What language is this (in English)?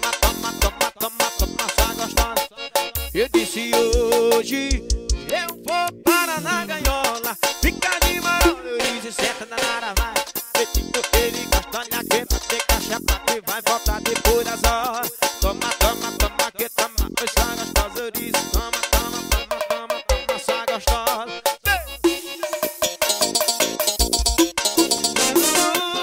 Portuguese